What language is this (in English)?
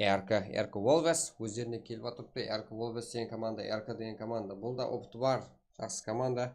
Kara-Kalpak